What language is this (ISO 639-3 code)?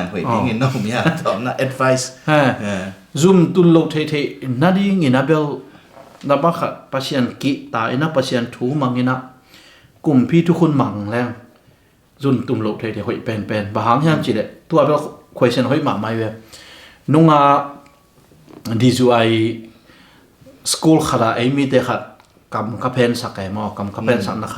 ctd